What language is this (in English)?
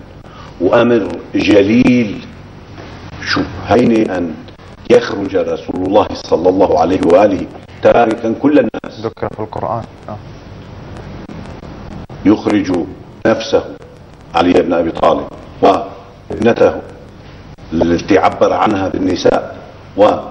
Arabic